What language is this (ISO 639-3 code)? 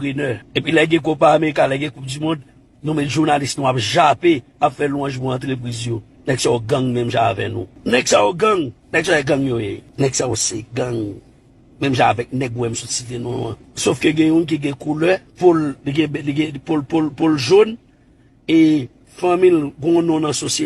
hat